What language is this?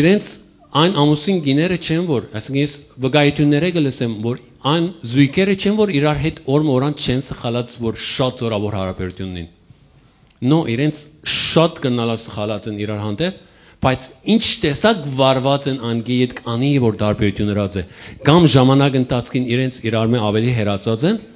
Western Armenian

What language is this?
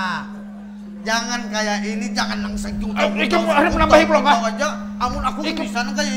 Banjar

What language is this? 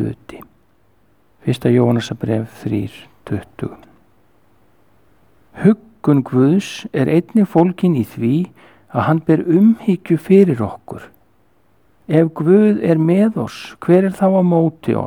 Icelandic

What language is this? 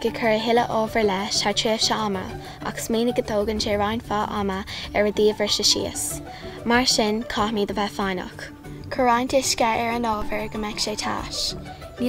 Irish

